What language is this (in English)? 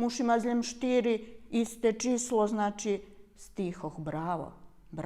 Rusyn